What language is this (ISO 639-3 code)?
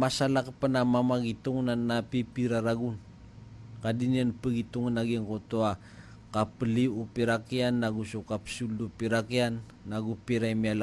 mrw